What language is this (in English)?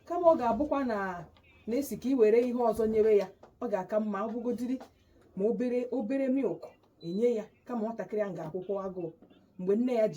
Igbo